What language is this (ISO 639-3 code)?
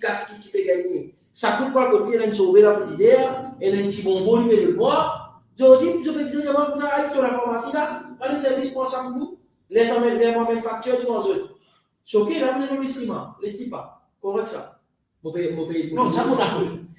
mfe